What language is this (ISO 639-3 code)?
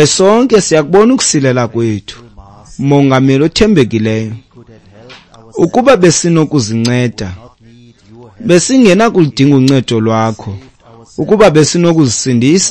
xho